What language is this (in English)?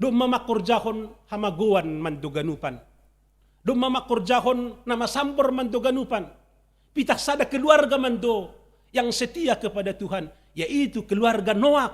Batak Simalungun